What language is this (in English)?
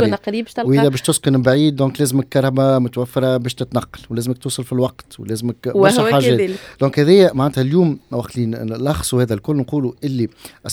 Tunisian Arabic